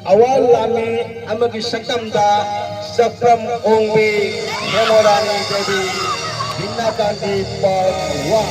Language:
Manipuri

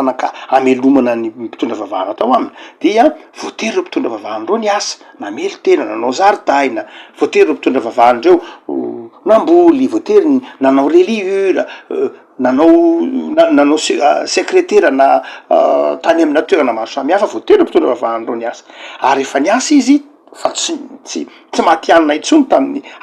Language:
Malagasy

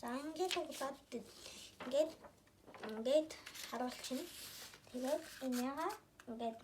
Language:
Mongolian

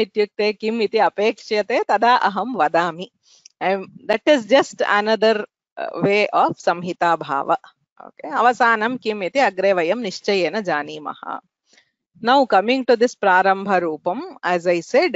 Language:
Sanskrit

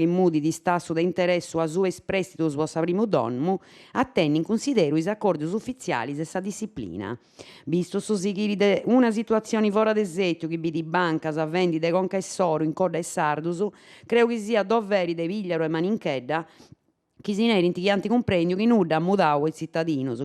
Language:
Sardinian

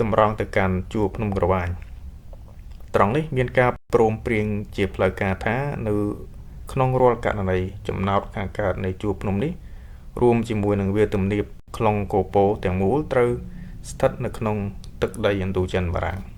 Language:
Khmer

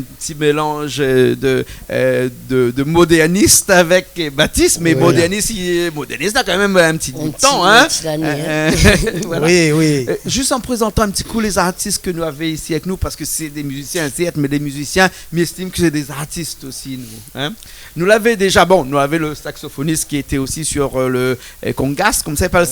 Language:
Réunion Creole French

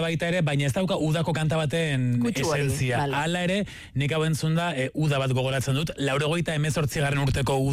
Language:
Basque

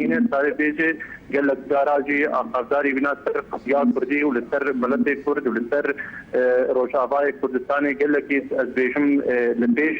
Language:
Kurdish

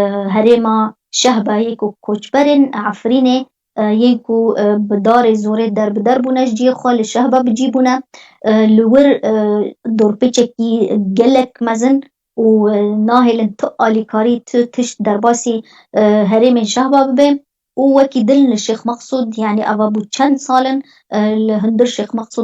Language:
Kurdish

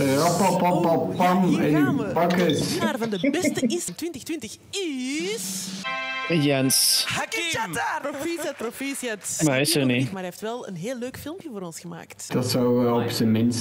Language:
Dutch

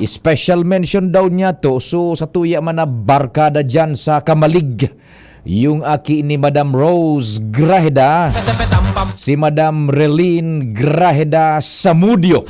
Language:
Bikol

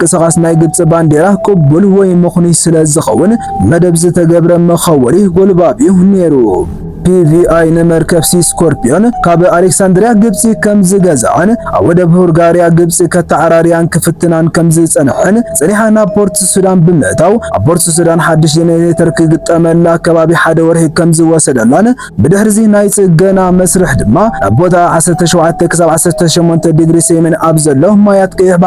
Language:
Tigrinya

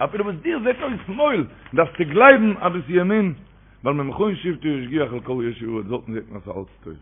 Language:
Yiddish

